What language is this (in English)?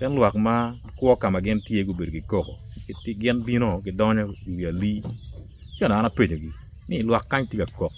Acoli